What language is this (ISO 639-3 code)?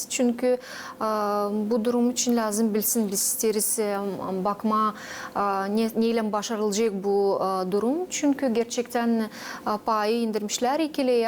gag